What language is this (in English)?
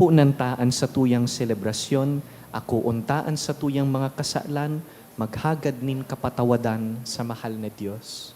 Bikol